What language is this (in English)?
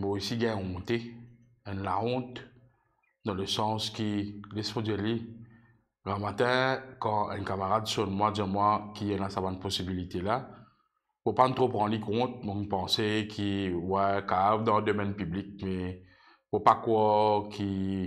Morisyen